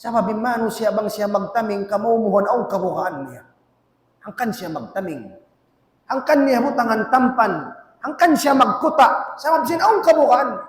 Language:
Tausug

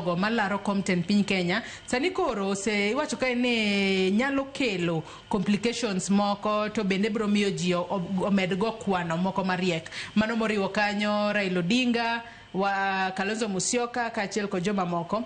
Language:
Luo (Kenya and Tanzania)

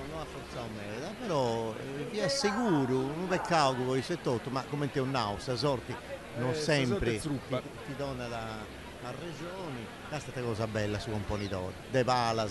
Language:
Sardinian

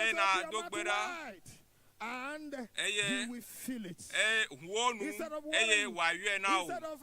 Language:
Ewe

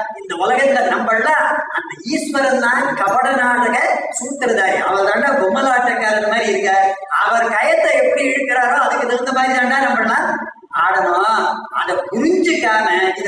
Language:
Tamil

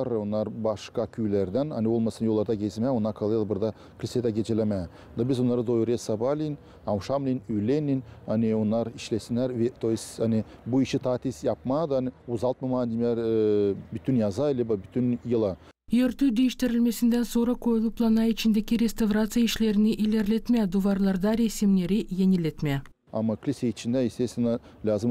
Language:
Gagauz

